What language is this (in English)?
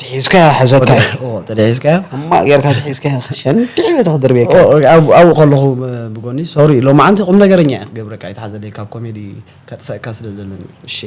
Tigrinya